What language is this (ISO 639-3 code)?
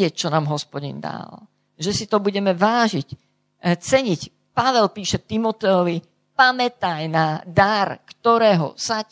slk